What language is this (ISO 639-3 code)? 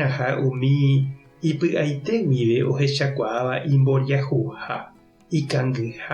grn